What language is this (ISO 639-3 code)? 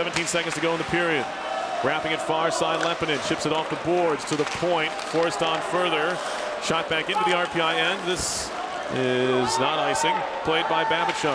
eng